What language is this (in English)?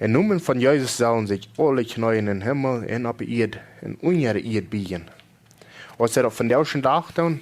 Plautdietsch